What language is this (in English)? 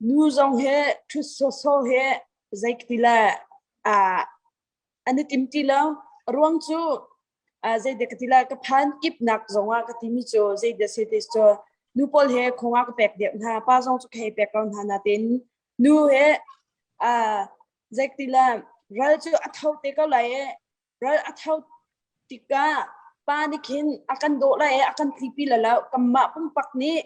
Hakha Chin